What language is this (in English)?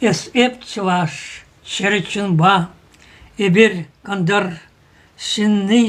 Chuvash